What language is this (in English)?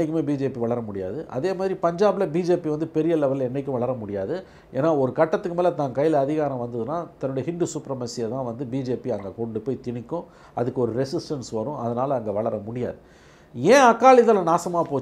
Tamil